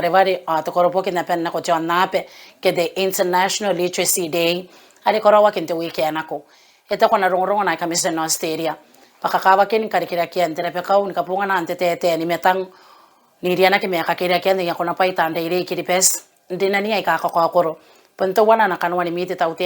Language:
Gilbertese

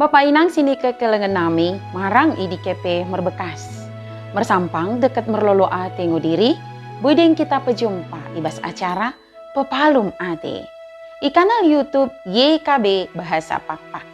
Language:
Batak Dairi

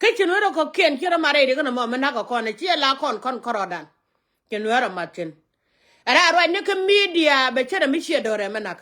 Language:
Nuer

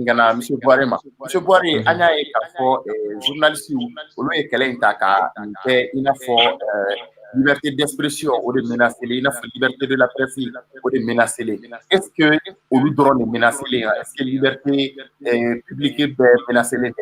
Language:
Bambara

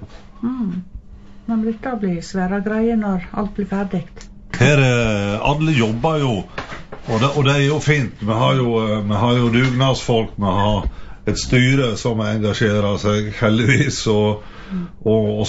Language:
Norwegian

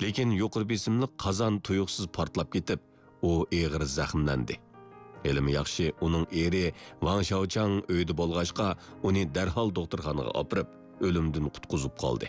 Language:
Uyghur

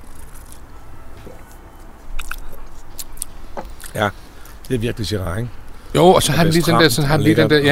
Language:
Danish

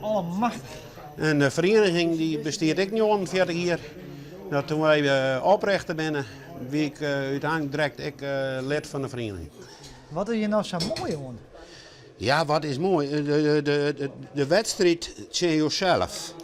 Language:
Western Frisian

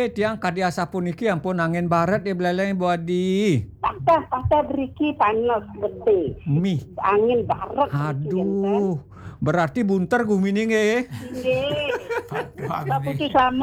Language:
Balinese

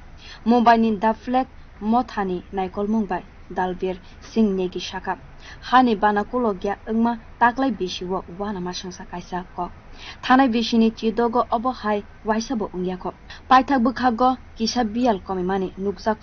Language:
Kok Borok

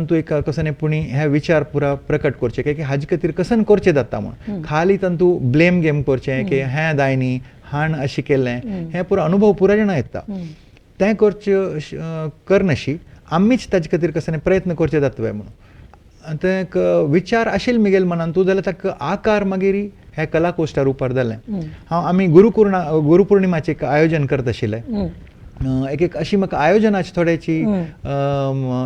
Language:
Konkani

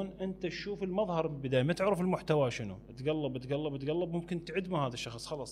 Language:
Mesopotamian Arabic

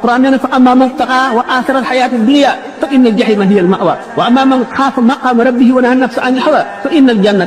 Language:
Wolof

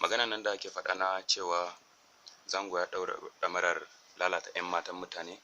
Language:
Hausa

